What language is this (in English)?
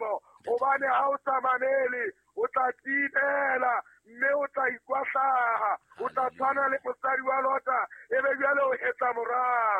Southern Sotho